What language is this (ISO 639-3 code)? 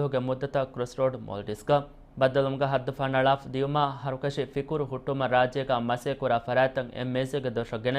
div